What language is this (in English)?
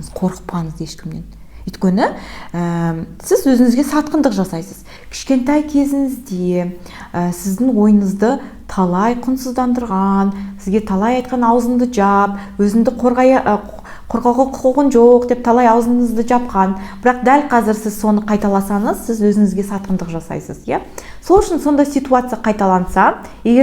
Kazakh